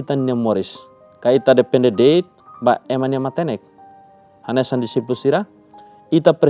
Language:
Tetum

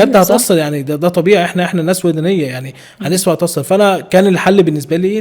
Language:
Egyptian Arabic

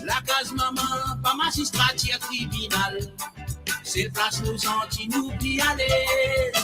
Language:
Morisyen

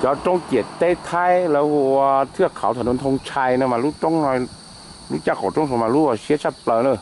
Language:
Hmong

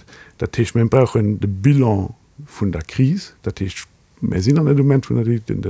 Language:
Luxembourgish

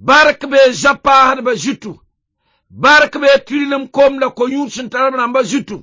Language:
Mossi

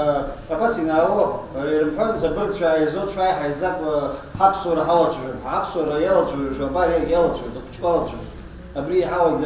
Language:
Abkhazian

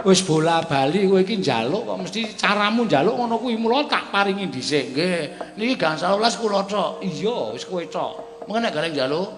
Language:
Javanese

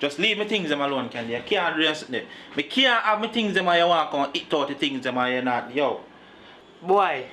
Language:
Jamaican Creole English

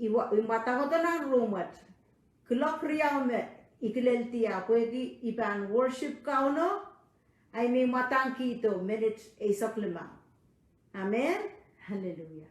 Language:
Pohnpeian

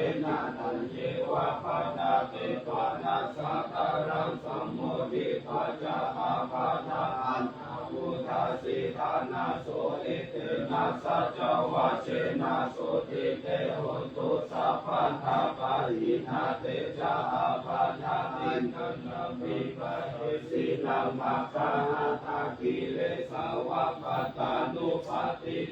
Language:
Pali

